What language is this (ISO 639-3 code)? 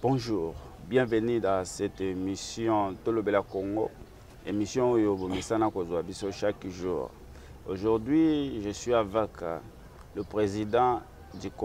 lin